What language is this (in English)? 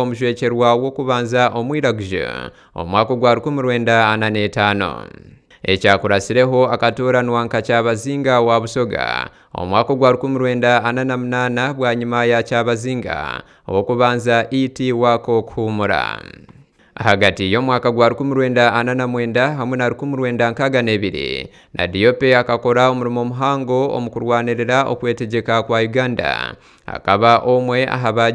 Nyankole